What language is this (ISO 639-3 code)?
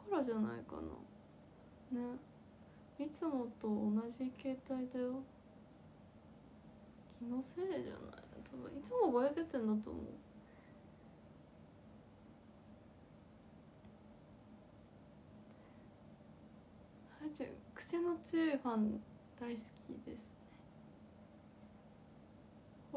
jpn